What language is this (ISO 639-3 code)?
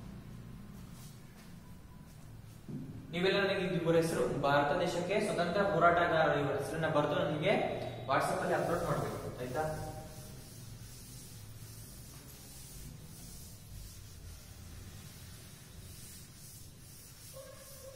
kan